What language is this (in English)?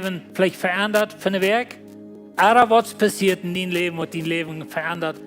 Plautdietsch